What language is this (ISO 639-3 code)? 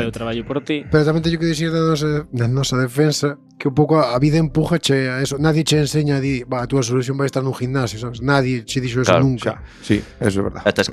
glg